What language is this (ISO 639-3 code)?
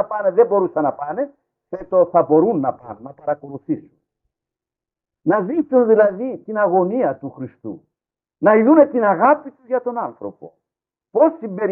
ell